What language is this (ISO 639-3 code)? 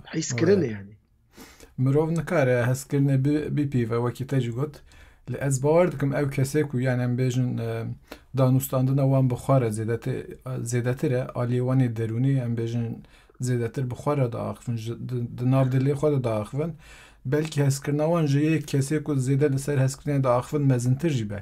kur